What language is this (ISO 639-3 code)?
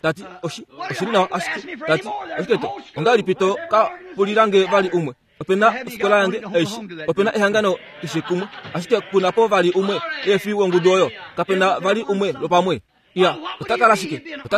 kua